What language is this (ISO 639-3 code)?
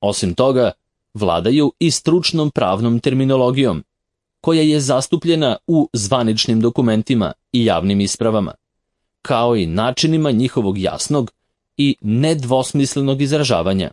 srp